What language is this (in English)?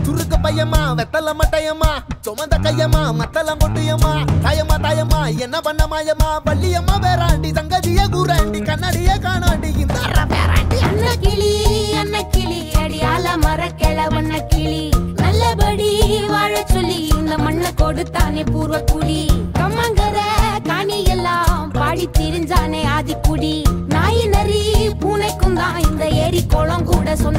Tamil